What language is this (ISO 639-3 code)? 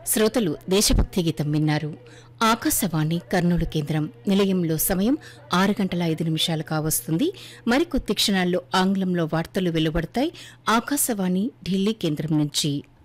tel